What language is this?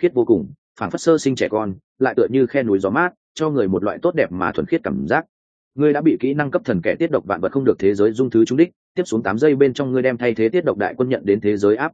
Vietnamese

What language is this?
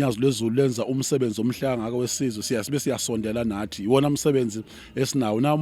Zulu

